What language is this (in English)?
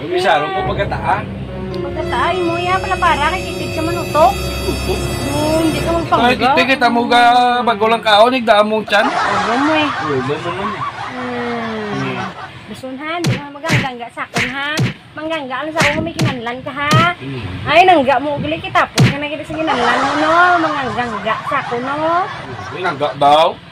Hiligaynon